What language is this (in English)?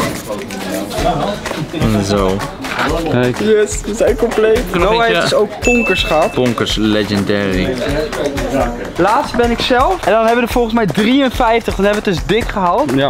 Dutch